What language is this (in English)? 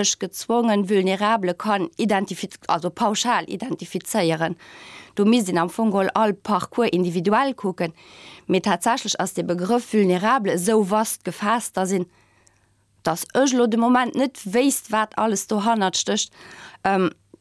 Luxembourgish